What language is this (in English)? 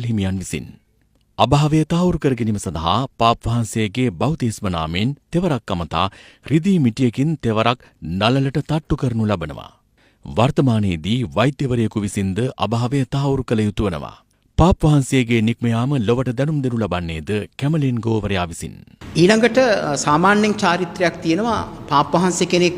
Sinhala